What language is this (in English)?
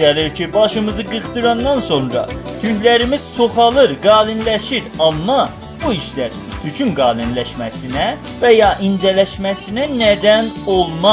South Azerbaijani